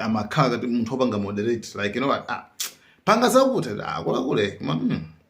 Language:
Nyanja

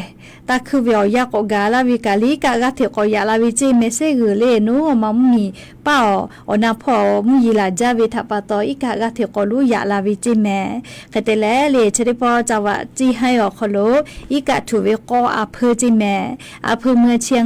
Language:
Lahu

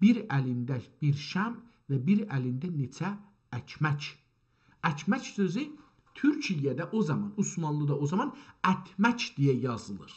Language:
South Azerbaijani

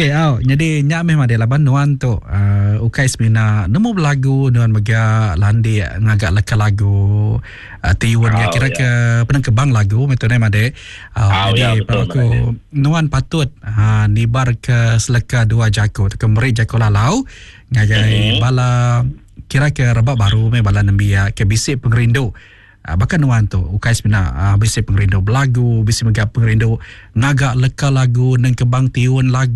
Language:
Iban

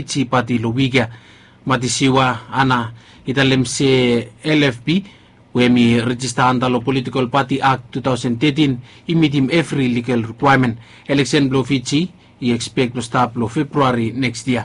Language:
Bislama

